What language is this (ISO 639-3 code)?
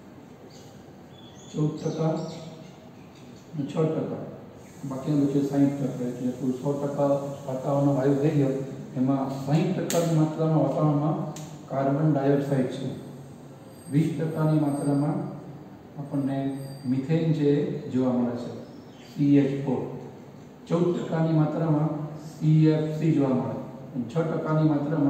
guj